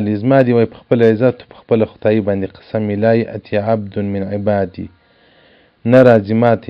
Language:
Pashto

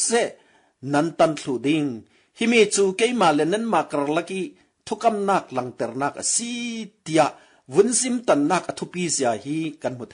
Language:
Falam Chin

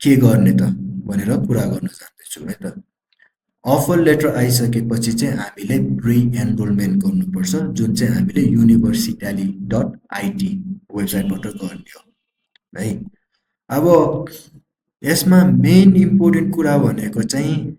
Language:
Nepali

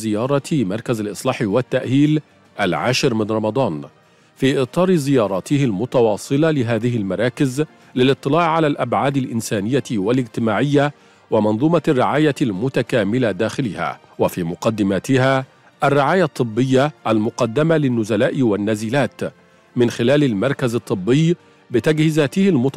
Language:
Arabic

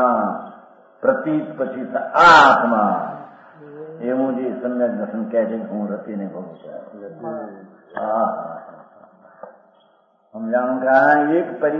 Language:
Gujarati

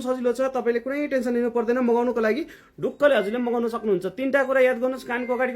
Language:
Nepali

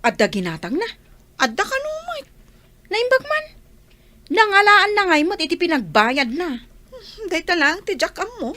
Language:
Iloko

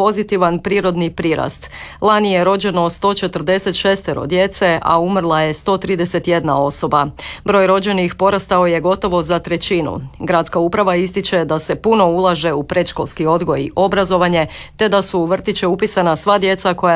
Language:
Croatian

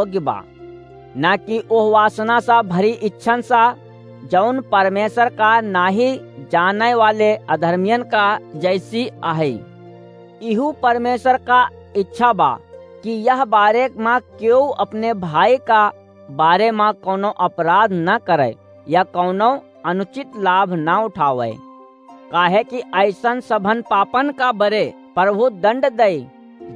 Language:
Awadhi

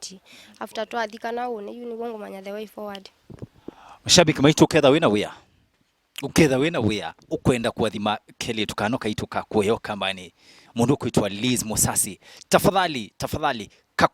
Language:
Kamba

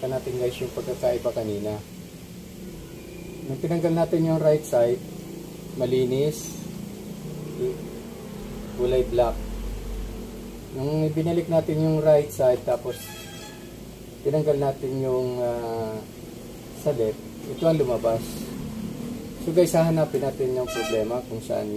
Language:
Filipino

